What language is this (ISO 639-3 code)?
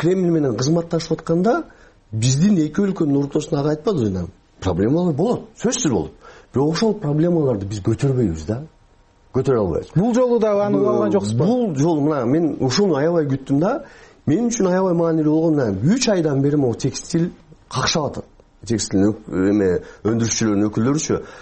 kir